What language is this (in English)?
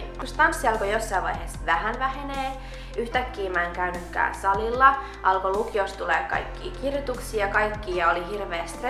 Finnish